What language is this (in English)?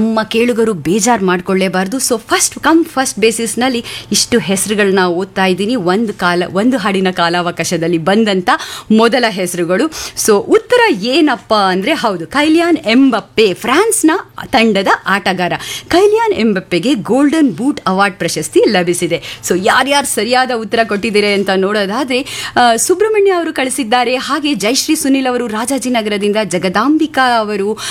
Kannada